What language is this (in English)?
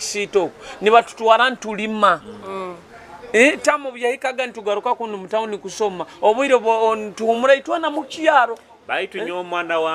Nyoro